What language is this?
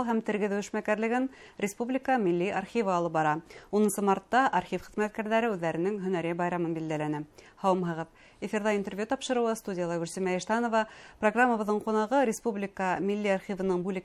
Bashkir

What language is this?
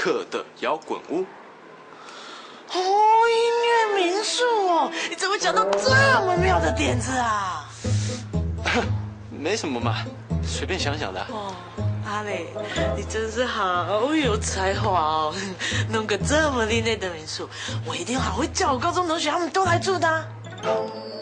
Hakka Chinese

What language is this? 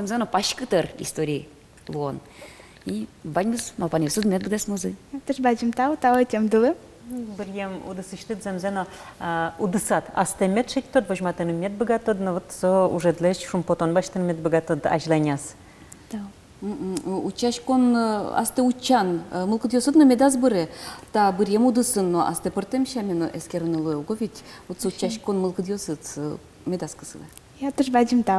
Udmurt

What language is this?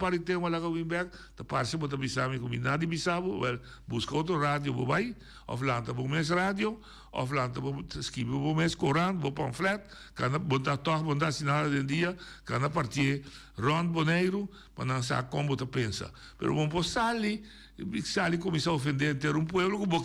Papiamento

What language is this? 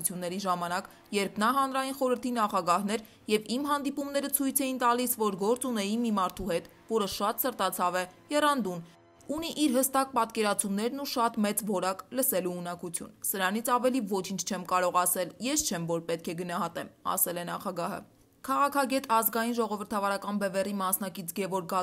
Armenian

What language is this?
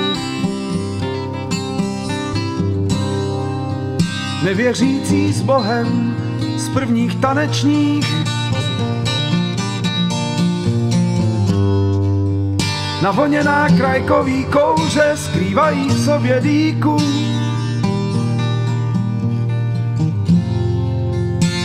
Czech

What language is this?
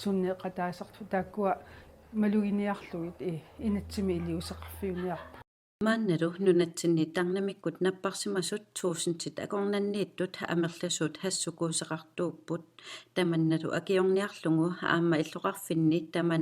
Kalaallisut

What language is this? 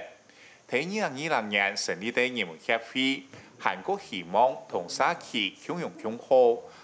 Hakka Chinese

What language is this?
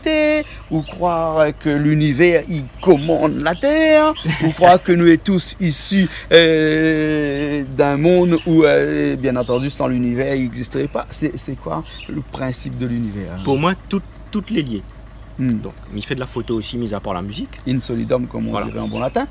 Réunion Creole French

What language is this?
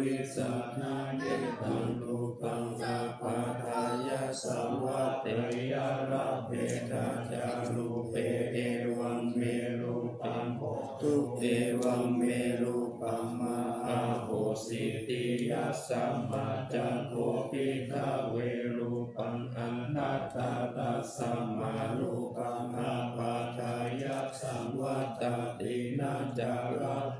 Pali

